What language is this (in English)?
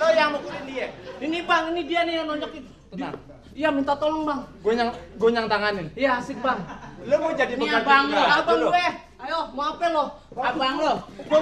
Betawi